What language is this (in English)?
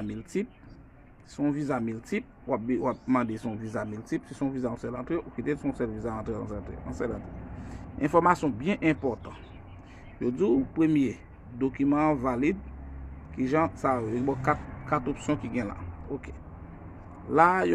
Haitian Creole